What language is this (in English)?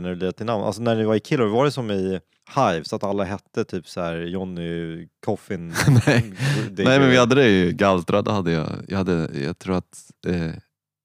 Swedish